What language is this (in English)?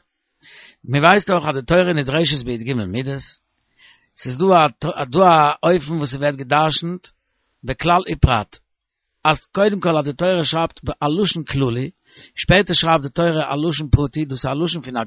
Yiddish